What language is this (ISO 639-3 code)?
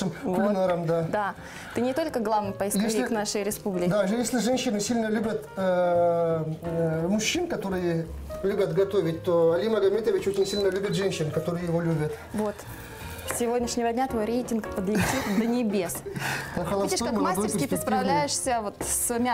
rus